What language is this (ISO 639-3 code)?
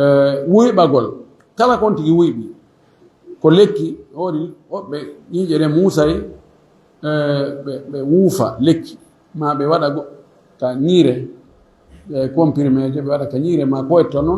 ful